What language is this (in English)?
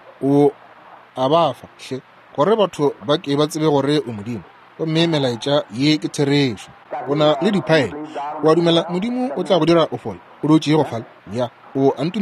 Northern Sotho